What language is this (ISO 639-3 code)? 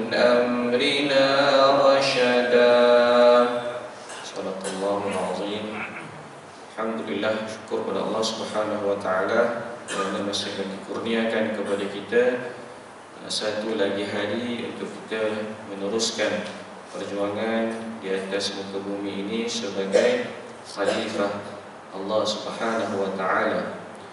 msa